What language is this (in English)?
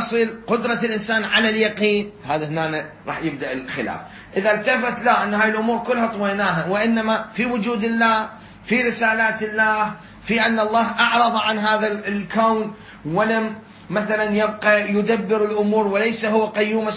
Mesopotamian Arabic